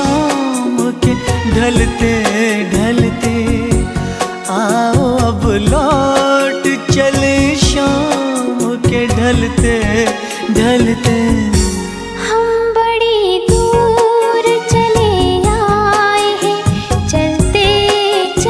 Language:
Hindi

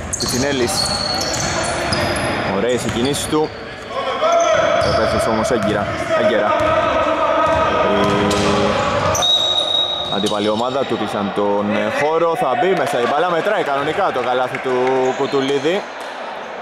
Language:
Greek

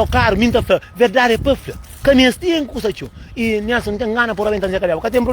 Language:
Kabuverdianu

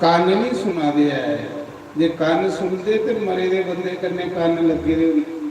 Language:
Dogri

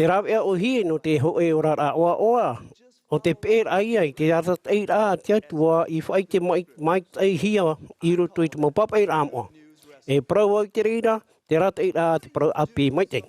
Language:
Tahitian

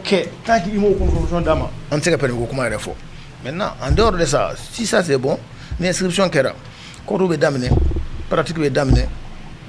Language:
Bambara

